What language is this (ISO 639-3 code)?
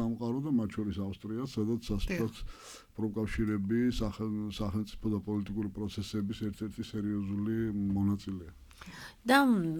kat